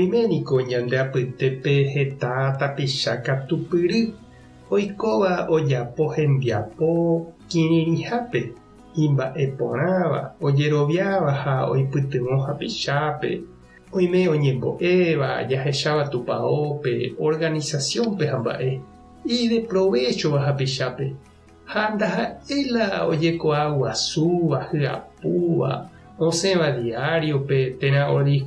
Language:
Guarani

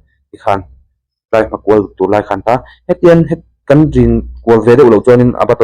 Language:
Mizo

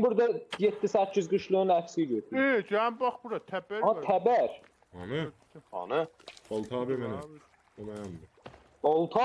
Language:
South Azerbaijani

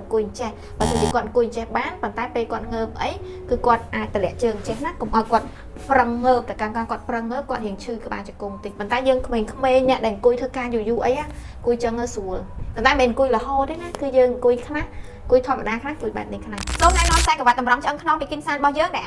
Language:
Khmer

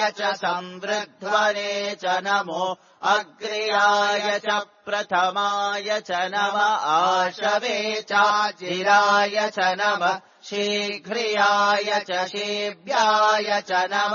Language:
Sanskrit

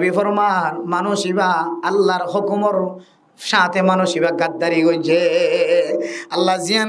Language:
Rohingya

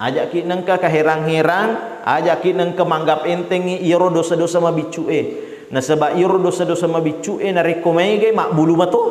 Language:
Buginese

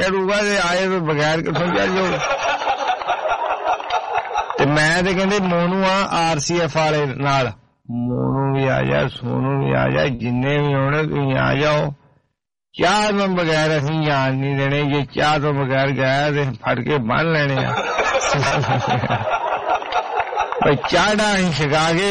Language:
Punjabi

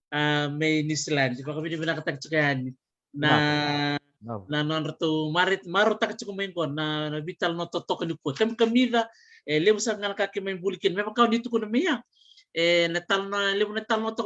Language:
Fijian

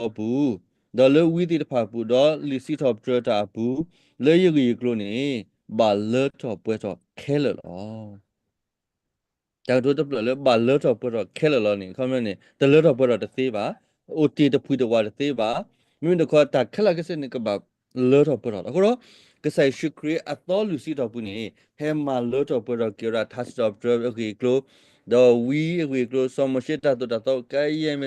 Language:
S'gaw Karen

